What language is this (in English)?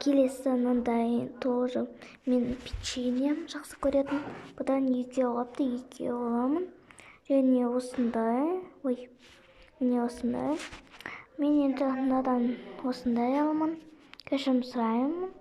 Kazakh